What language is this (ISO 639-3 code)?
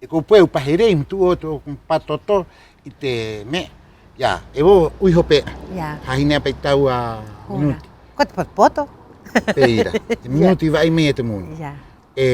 rap